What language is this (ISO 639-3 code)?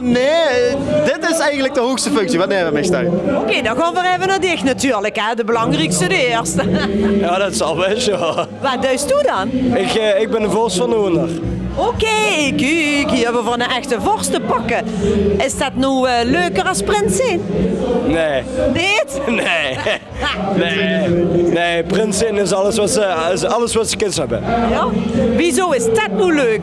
lim